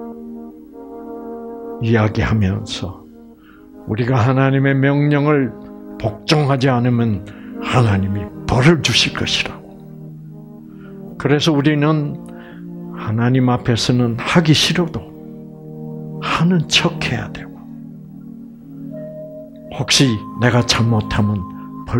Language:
Korean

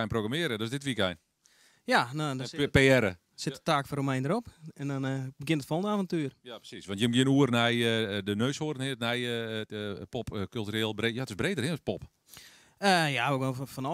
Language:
Western Frisian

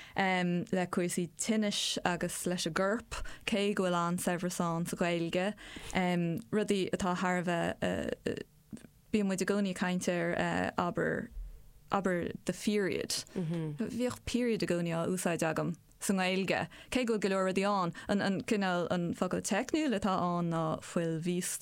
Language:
Irish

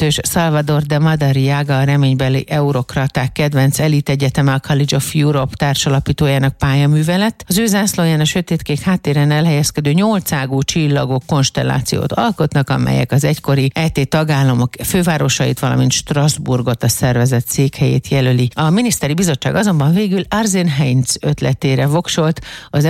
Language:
Hungarian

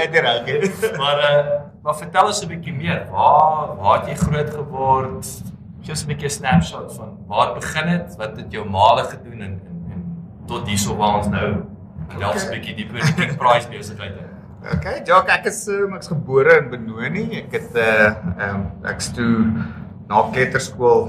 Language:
Afrikaans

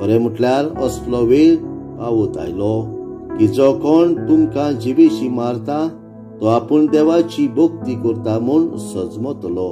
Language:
Konkani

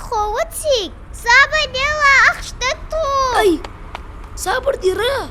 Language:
Ingush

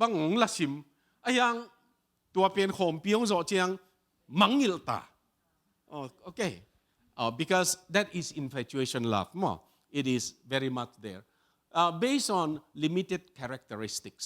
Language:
Tedim Chin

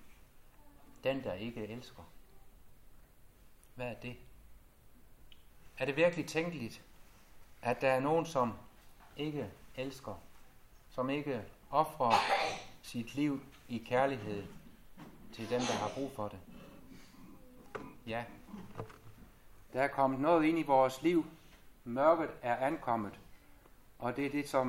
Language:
Danish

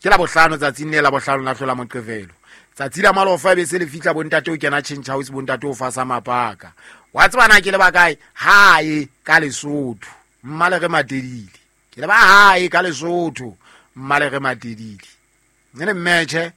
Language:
Southern Sotho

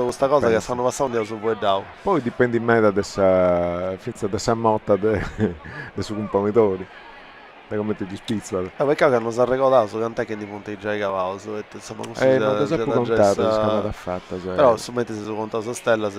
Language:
Sardinian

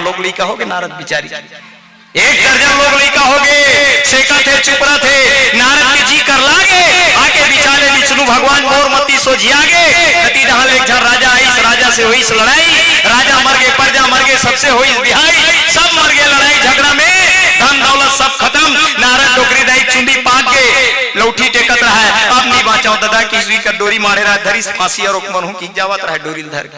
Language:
Chhattisgarhi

